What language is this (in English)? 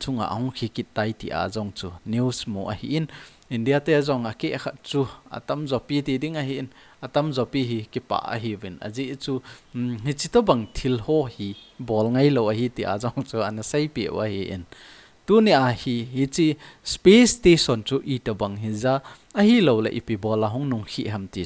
Thado Chin